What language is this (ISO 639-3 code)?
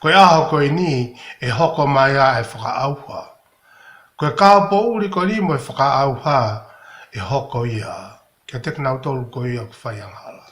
ton